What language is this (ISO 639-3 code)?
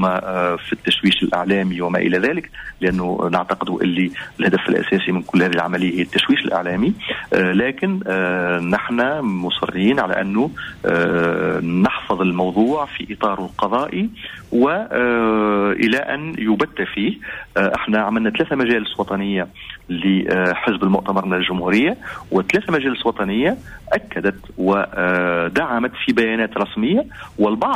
aeb